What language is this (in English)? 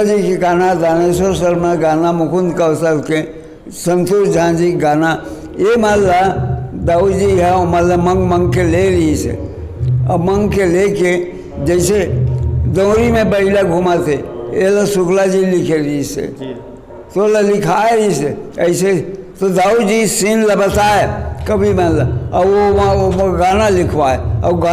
Chhattisgarhi